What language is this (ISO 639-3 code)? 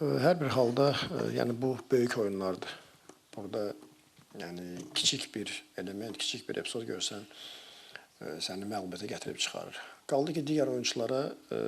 aze